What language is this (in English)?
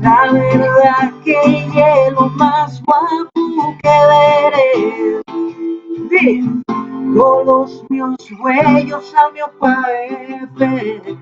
Asturian